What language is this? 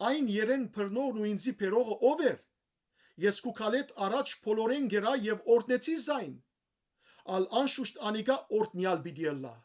Western Armenian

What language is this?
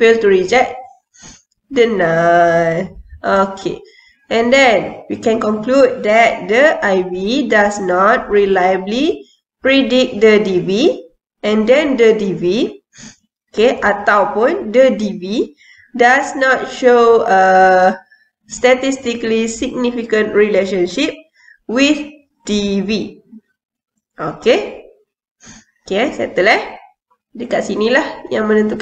Malay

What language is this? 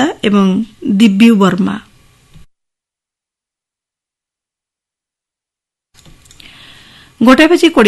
Odia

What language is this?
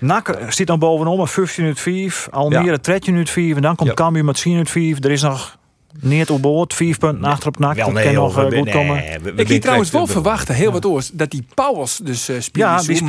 Western Frisian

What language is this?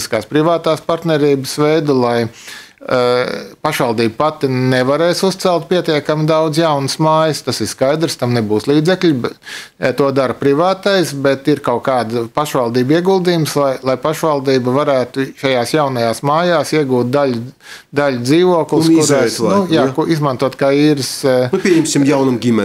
Latvian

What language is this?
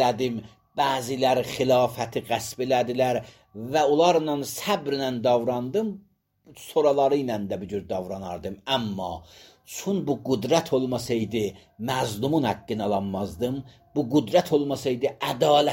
Azerbaijani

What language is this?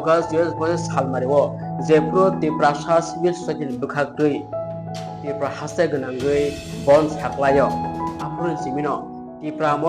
Kok Borok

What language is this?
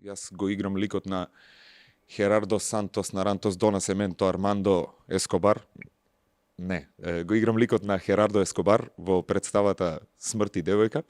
Macedonian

